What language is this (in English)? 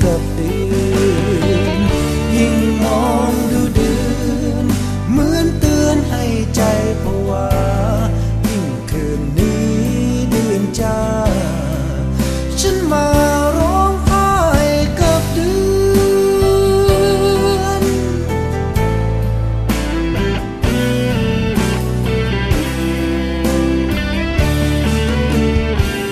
Thai